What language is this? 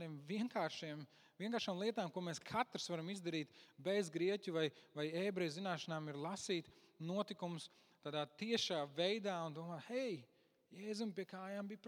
Latvian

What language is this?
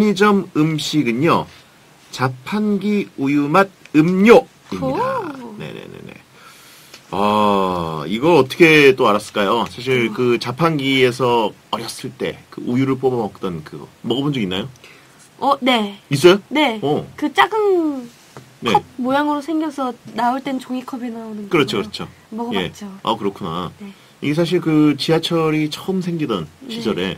Korean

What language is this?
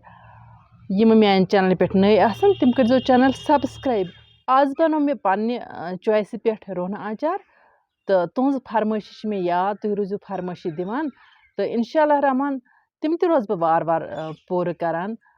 Kashmiri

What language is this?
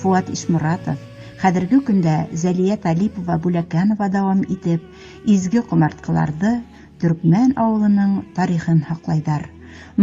Bashkir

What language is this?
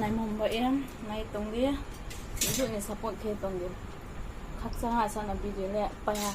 Riang (India)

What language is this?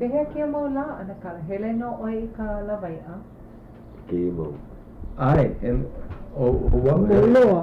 Hawaiian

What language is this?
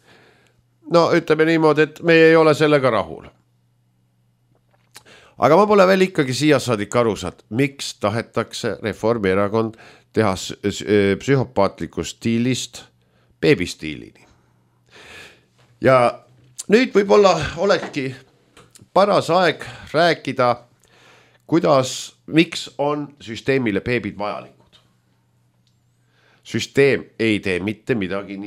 Estonian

